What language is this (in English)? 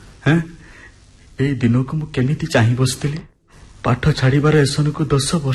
Odia